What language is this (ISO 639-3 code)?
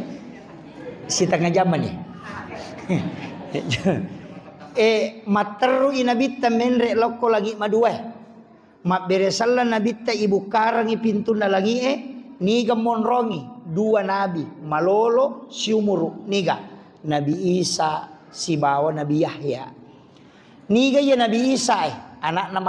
bug